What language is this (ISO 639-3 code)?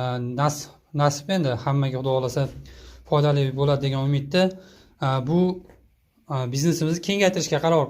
uzb